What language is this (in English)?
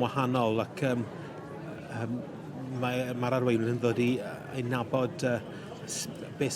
Welsh